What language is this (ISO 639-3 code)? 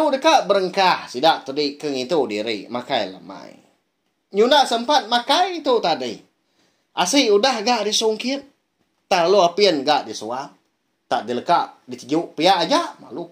iba